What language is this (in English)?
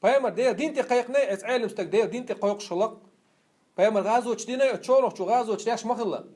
Chechen